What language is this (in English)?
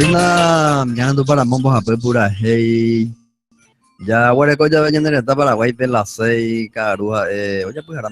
Guarani